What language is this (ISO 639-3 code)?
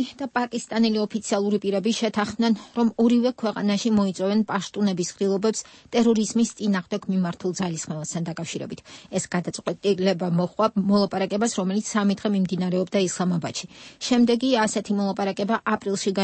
kat